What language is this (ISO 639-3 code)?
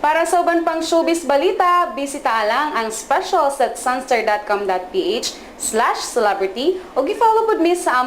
ceb